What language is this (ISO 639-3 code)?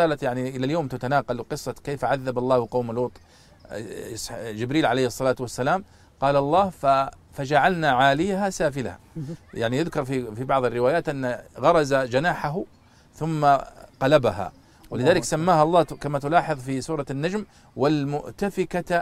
ara